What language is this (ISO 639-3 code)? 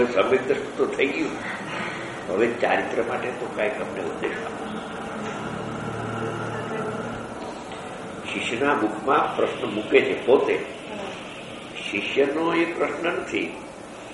guj